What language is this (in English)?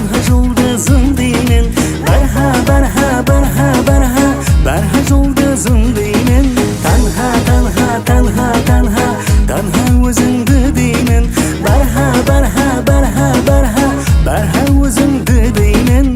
Kara-Kalpak